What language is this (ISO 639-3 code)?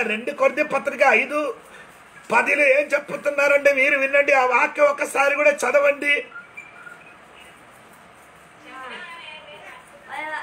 tel